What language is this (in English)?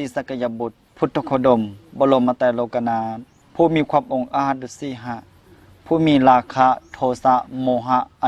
Lao